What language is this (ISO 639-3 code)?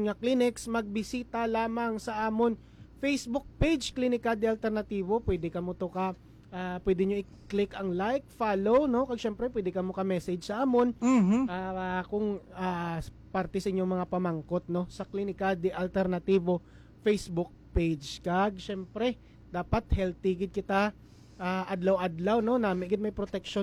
hil